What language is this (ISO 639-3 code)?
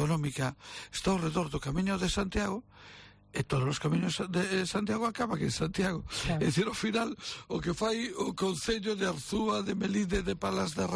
glg